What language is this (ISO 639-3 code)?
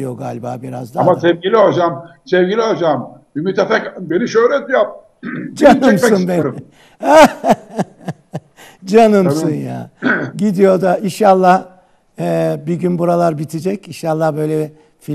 tur